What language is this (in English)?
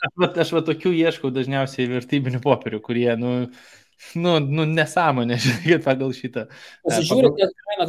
Lithuanian